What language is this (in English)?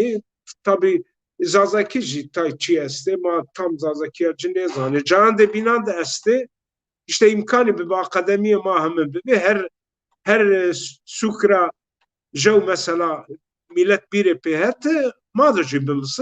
Zaza